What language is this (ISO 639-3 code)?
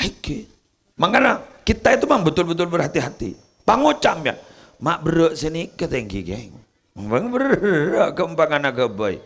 mad